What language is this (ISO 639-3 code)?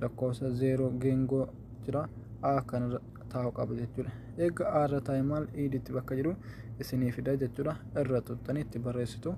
orm